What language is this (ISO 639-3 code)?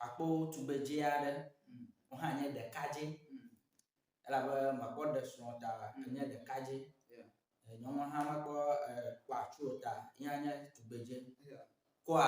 ewe